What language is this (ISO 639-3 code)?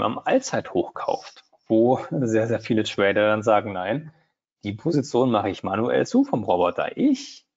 deu